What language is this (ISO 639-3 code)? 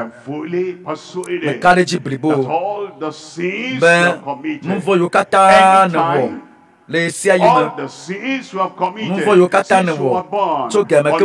ewe